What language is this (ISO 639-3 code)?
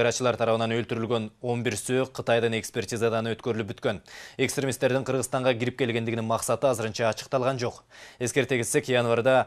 kir